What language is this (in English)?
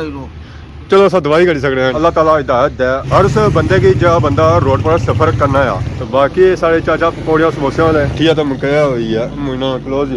Pahari-Potwari